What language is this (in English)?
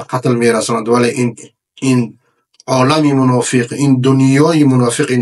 Persian